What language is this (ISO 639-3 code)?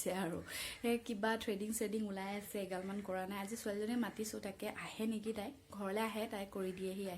asm